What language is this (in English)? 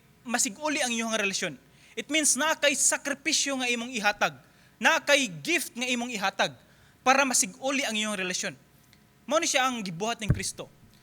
Cebuano